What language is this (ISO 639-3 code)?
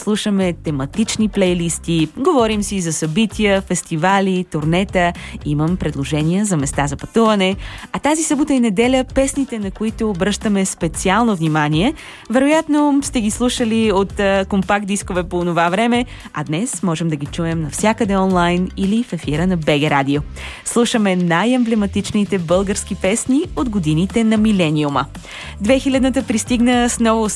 bul